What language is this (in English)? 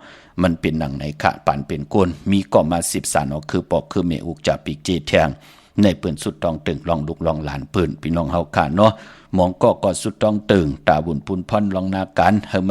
Shan